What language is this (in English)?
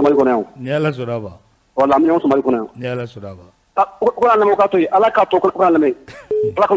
Bambara